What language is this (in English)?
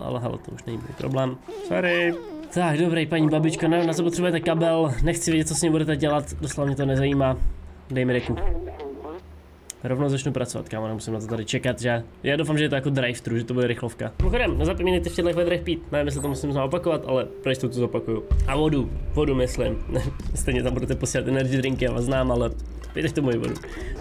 Czech